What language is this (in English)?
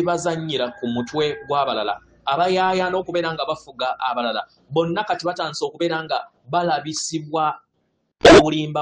Ganda